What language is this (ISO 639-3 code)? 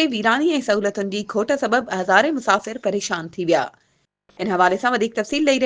snd